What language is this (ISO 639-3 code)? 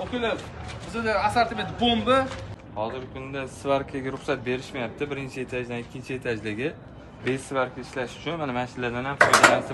uzb